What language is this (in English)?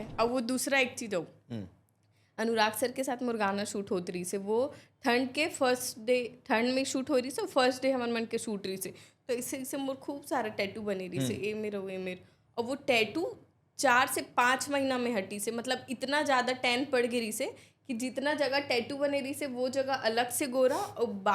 Chhattisgarhi